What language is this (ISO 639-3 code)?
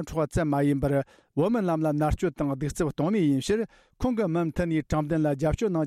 bod